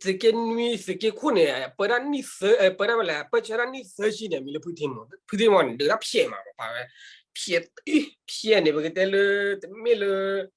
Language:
S'gaw Karen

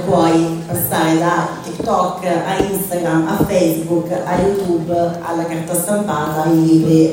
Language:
Italian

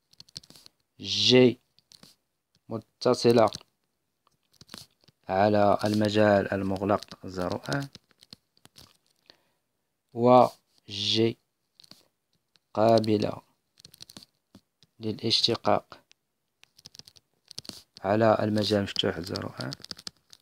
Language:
Moroccan Arabic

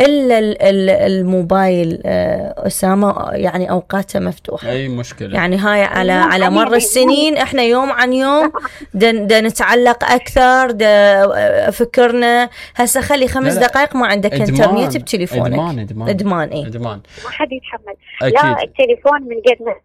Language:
Mesopotamian Arabic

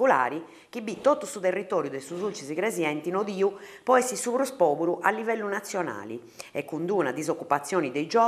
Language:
Sardinian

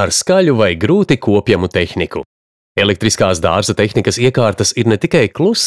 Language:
Latvian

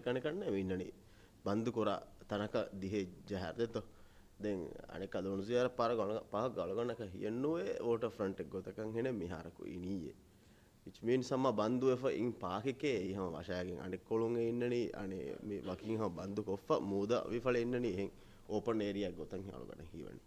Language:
Divehi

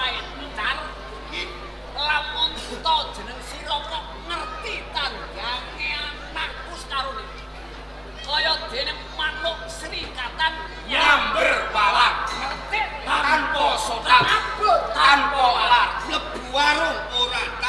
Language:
Javanese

